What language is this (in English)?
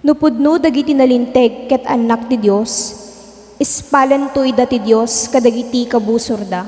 Iloko